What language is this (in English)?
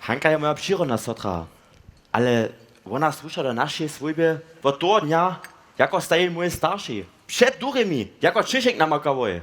Upper Sorbian